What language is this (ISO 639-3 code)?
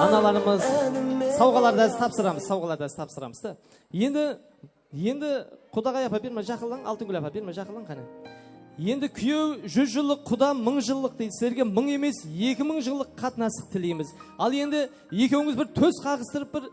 kaa